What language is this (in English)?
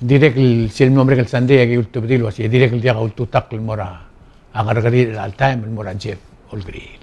Palauan